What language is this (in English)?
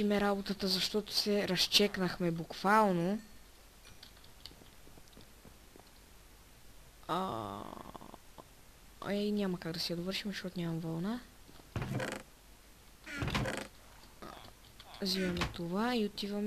Bulgarian